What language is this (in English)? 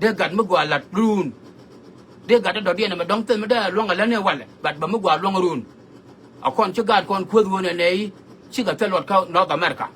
Nuer